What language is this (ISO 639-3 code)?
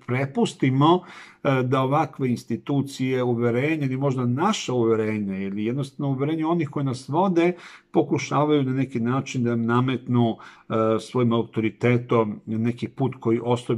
srp